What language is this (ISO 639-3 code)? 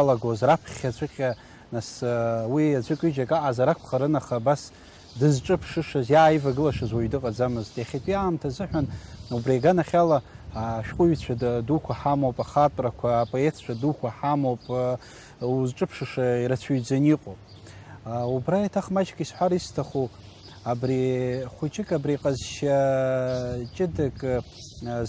abk